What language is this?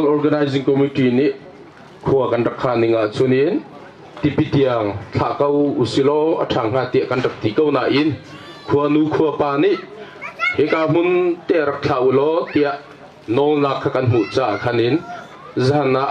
Hakha Chin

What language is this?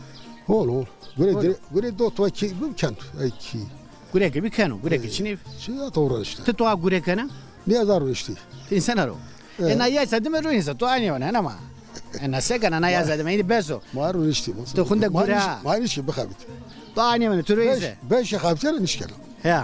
Zaza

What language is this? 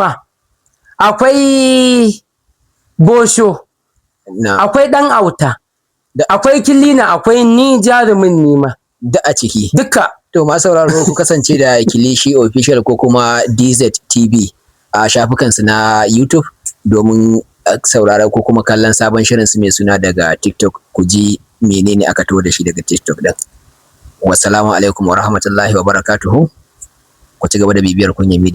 Hausa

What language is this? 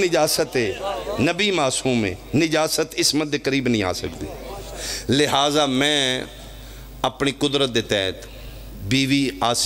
Pahari-Potwari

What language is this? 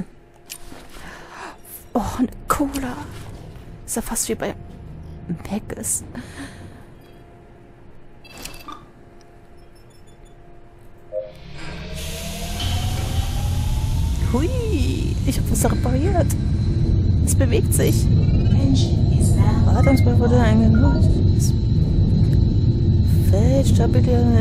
German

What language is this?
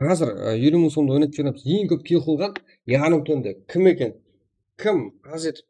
Kara-Kalpak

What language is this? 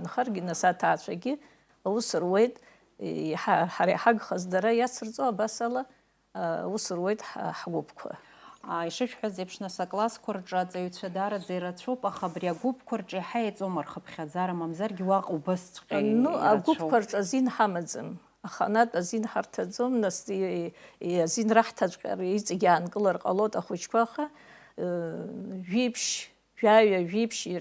Abkhazian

